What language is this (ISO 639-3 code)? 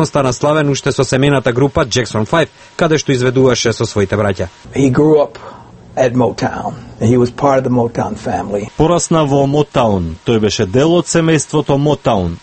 mkd